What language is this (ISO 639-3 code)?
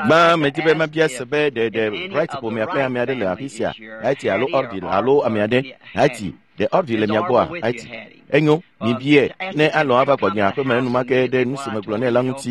ewe